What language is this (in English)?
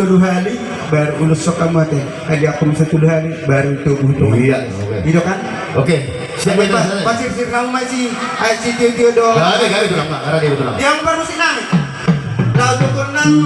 Batak Toba